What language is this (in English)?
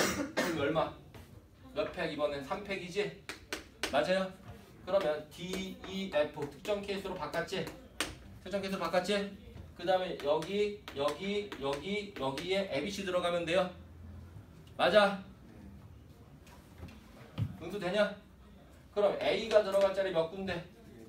Korean